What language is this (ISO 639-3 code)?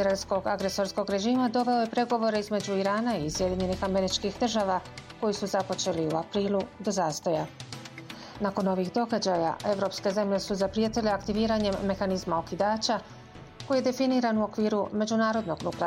bos